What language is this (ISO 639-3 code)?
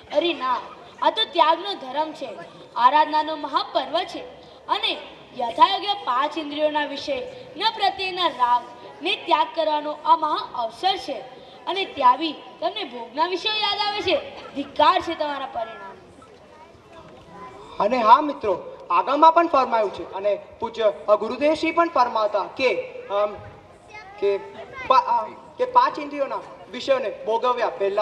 guj